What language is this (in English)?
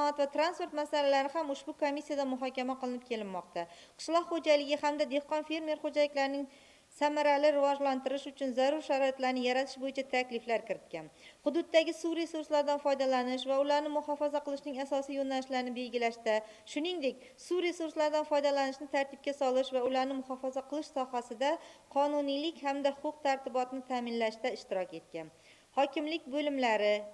Uzbek